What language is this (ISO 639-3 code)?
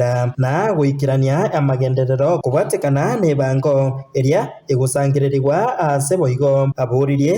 guz